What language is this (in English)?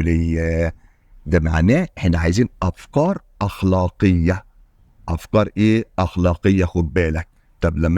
Egyptian Arabic